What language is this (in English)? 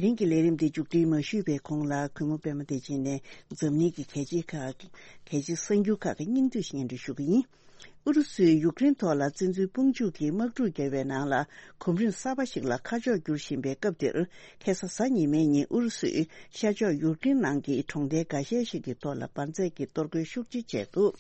Tibetan